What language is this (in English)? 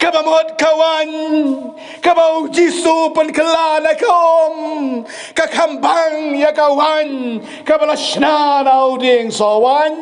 Khasi